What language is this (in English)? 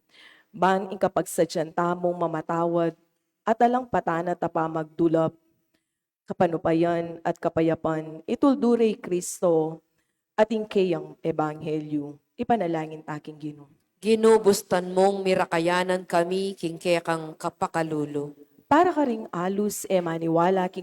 Pampanga